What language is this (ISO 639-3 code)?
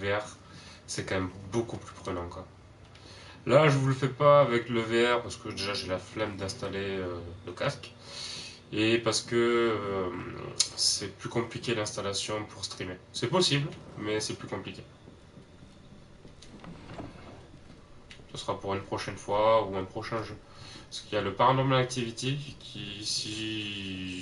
fra